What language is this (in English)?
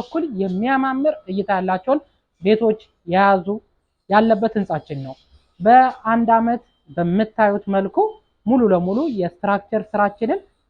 Amharic